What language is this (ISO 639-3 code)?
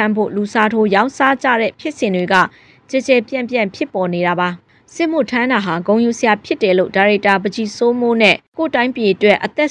mya